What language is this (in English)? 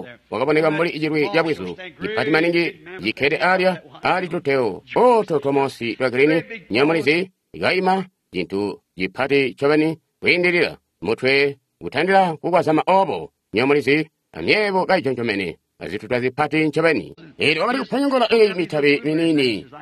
Tonga (Zambia)